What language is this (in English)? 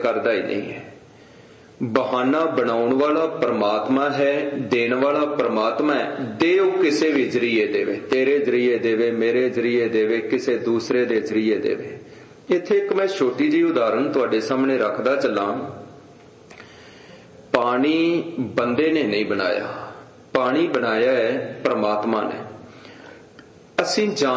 Punjabi